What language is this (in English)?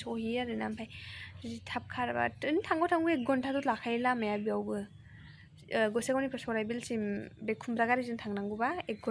Bodo